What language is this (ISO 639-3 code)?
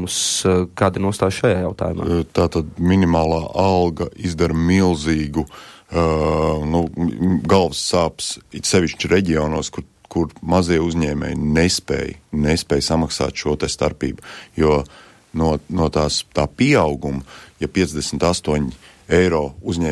lav